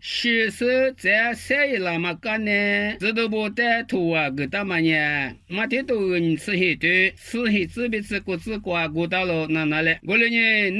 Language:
Lisu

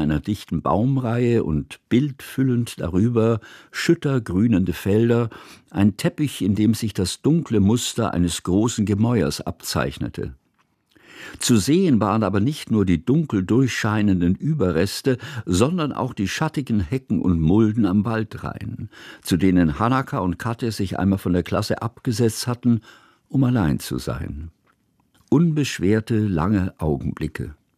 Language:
German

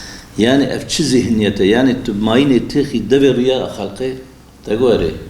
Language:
Kurdish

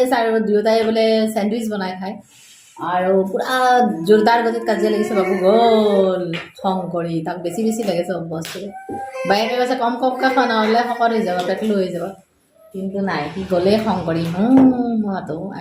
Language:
Assamese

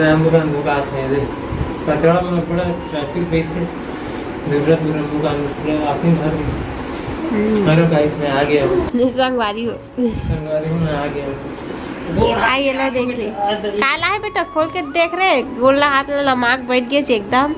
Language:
Chhattisgarhi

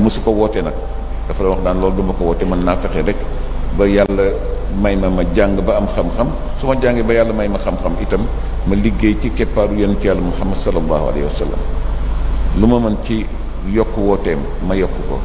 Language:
Wolof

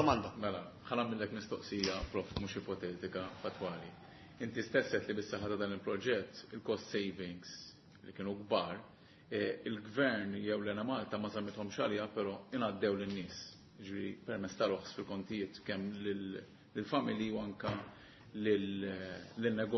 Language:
Maltese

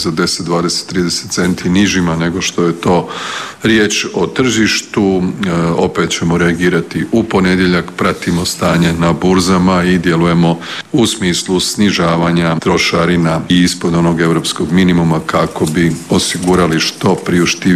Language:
Croatian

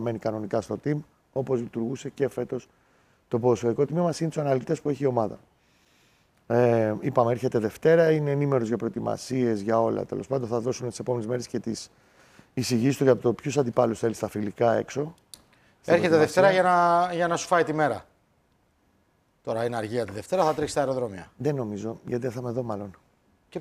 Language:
Greek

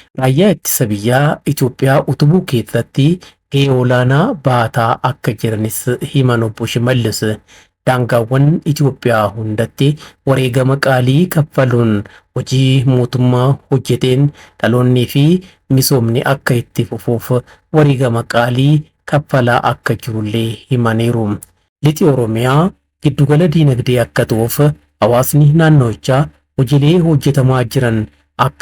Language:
Oromo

